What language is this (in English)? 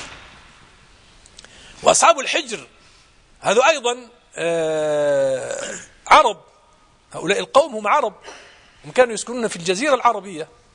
Arabic